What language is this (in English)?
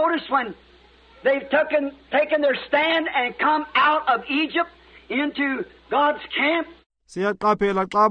Xhosa